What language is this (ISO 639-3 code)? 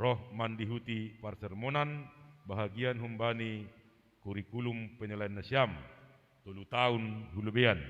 bts